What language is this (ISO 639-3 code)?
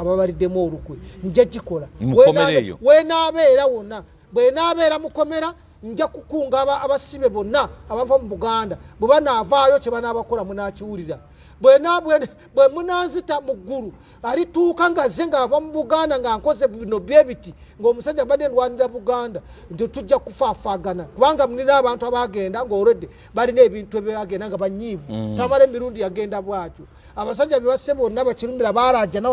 lug